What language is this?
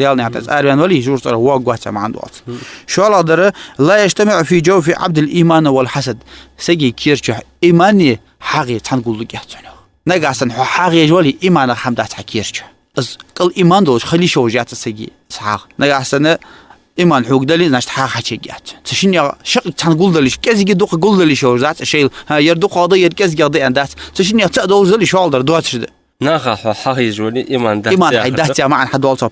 Ingush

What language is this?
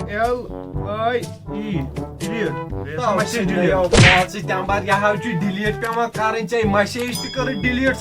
Kashmiri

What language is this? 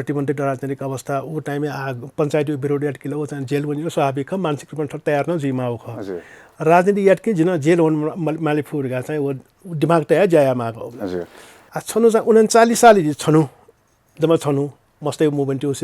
Newari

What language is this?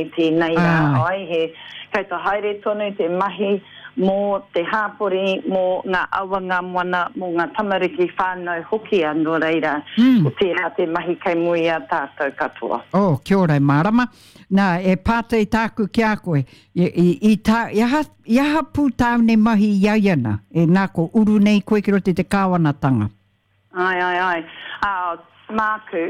Māori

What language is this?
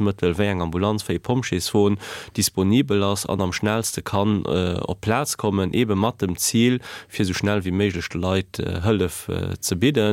Luxembourgish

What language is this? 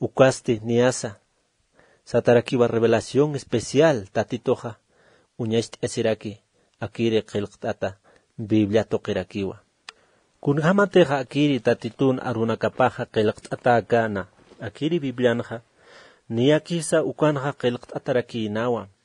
Aymara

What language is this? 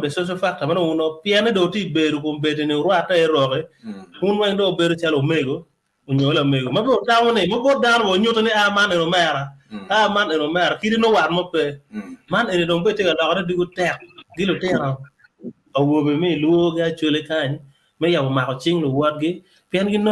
Acoli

